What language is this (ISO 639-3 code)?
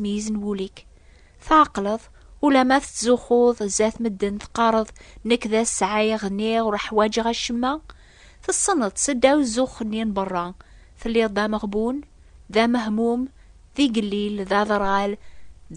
kab